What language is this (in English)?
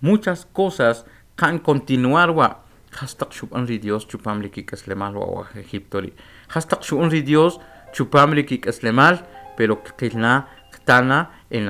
Kʼicheʼ